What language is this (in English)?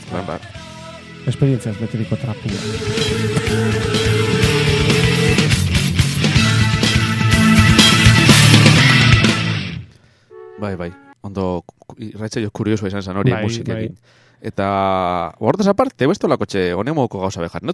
Basque